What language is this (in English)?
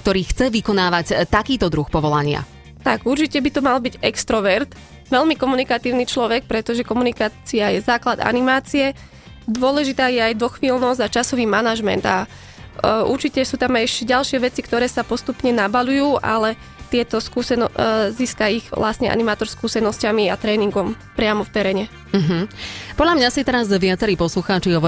Slovak